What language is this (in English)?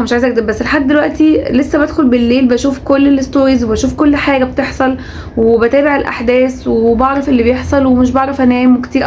Egyptian Arabic